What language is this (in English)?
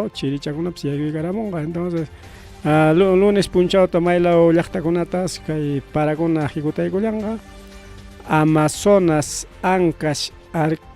Ayacucho Quechua